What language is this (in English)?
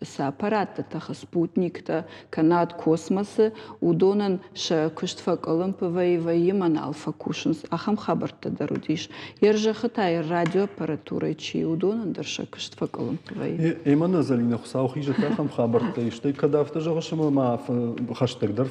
Ossetic